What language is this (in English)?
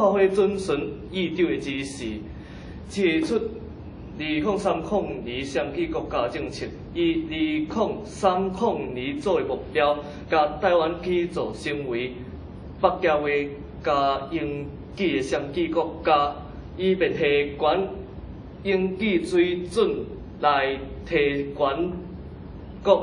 Min Nan Chinese